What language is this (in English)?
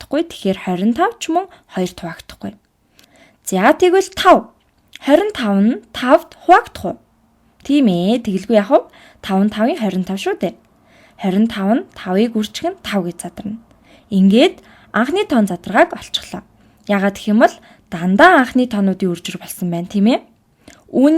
Mongolian